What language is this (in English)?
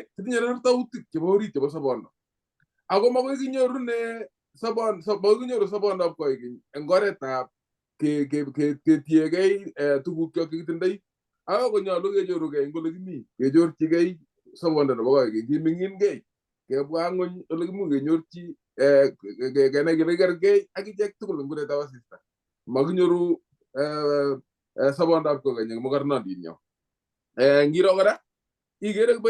Kalenjin